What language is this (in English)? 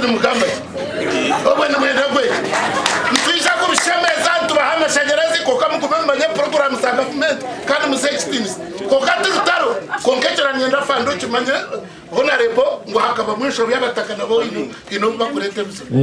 Nyankole